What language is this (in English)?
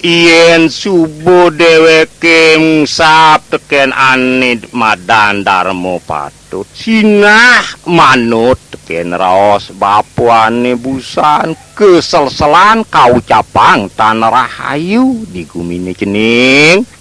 Balinese